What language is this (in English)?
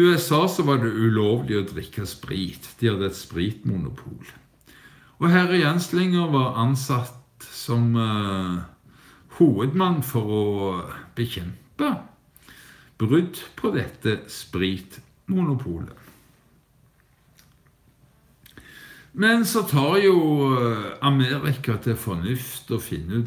Norwegian